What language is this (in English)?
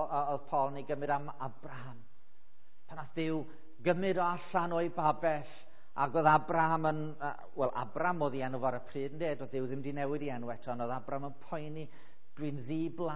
Welsh